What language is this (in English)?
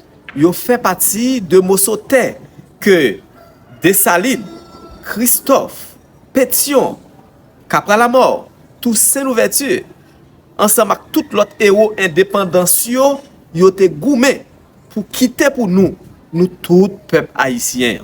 Haitian Creole